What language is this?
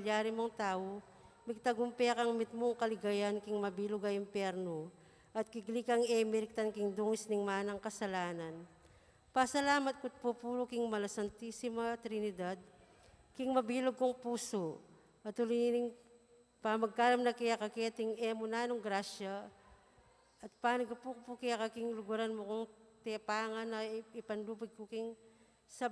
Pampanga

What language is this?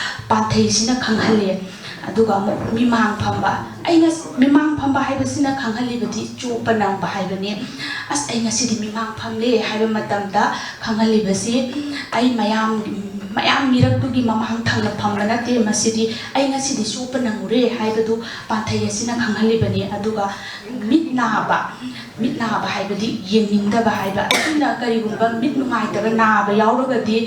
Manipuri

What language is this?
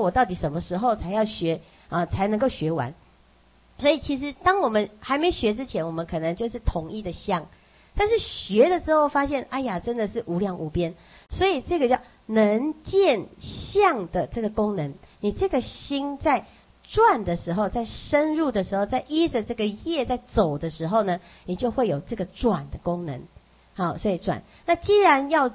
Chinese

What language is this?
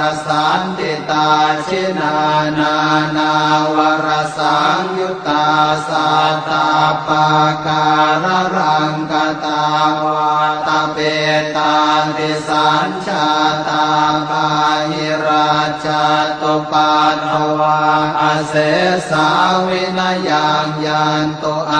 Pali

